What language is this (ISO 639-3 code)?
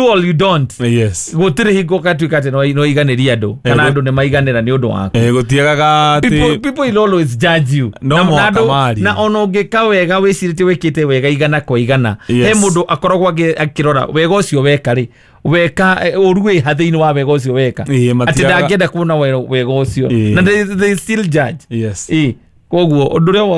kik